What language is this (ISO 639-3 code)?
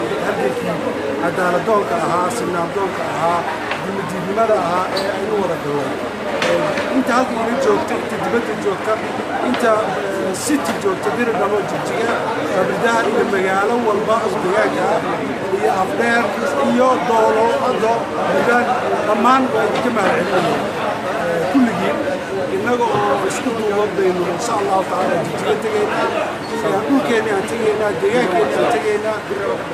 som